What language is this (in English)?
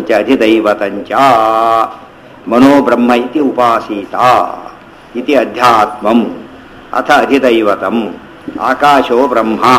Kannada